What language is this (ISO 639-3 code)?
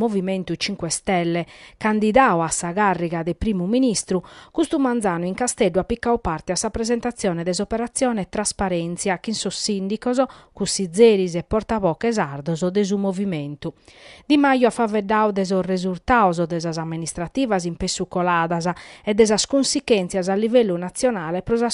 srd